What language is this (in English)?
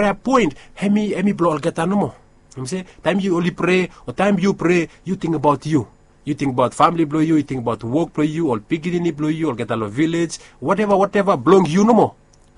Bislama